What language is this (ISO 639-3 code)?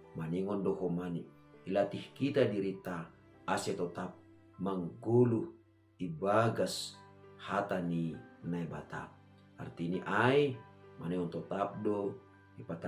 bts